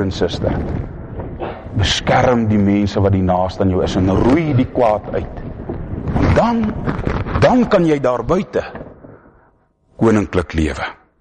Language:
Afrikaans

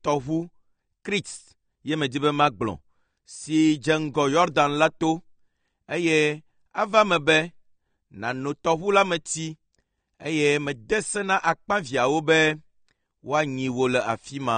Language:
Ewe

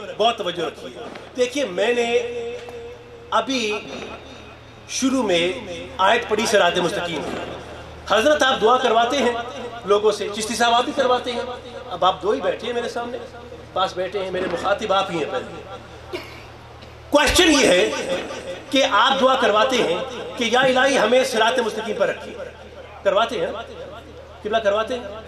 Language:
Urdu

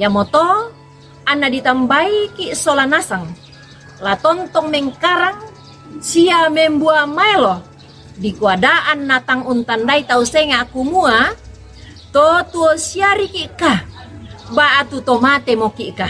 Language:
Toraja-Sa'dan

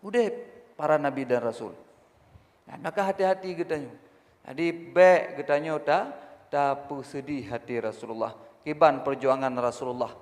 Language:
Achinese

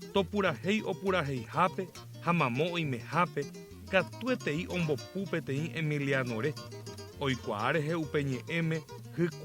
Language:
Guarani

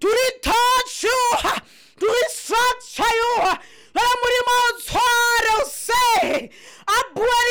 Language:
Southern Sotho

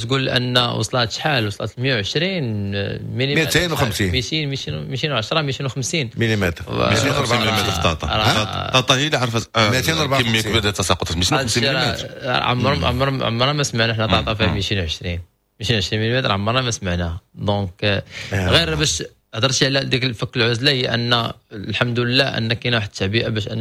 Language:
Moroccan Arabic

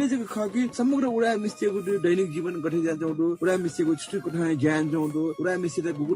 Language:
Newari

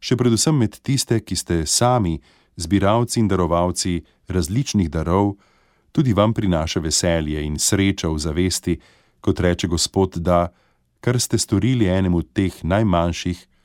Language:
Slovenian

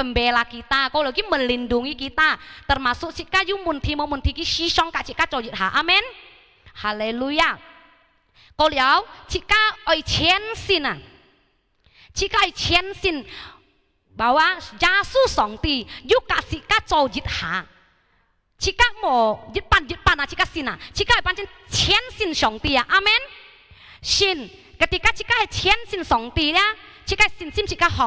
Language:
Hakka Chinese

